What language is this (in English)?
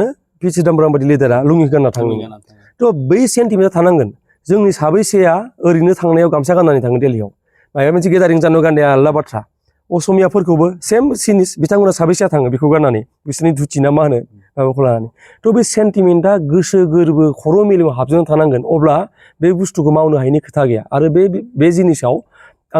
Bodo